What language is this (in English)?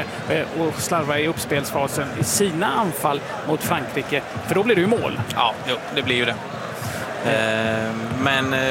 Swedish